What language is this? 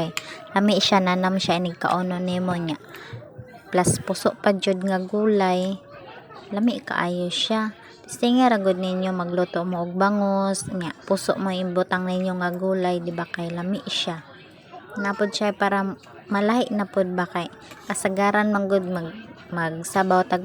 Cebuano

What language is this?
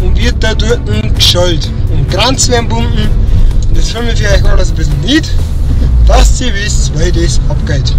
Bavarian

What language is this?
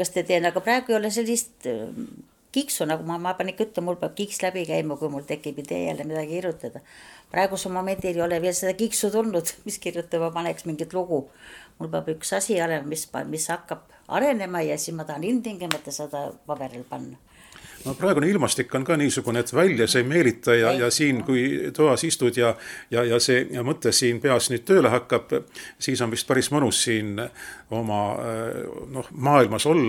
Estonian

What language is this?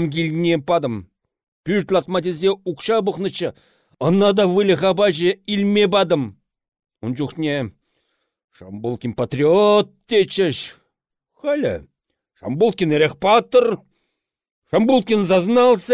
Chuvash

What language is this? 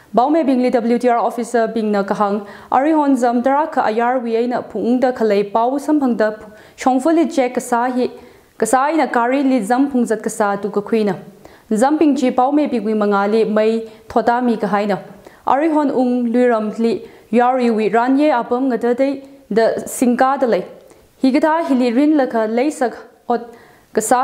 Tangkhul Naga (India)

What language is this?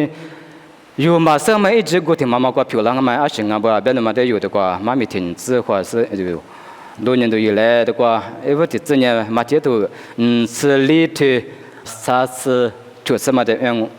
Lisu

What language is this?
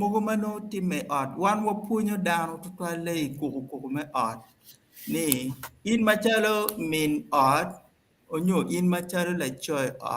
Acoli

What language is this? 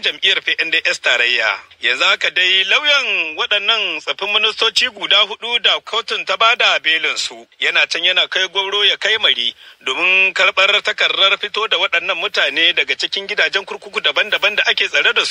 Hausa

